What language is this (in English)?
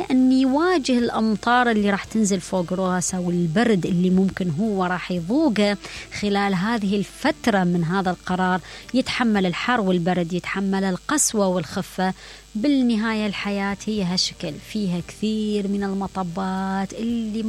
Mesopotamian Arabic